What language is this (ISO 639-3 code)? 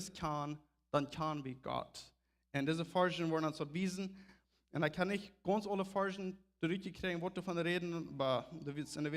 pdt